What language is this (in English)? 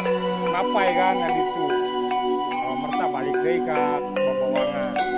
Sundanese